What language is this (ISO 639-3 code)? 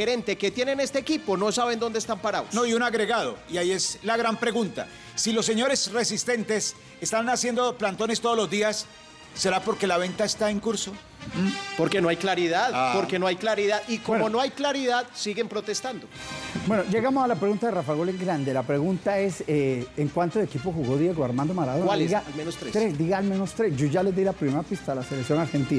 spa